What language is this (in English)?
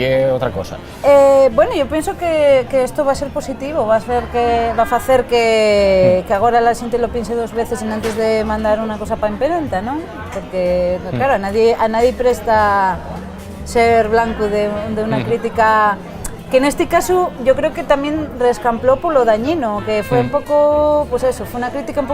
Asturian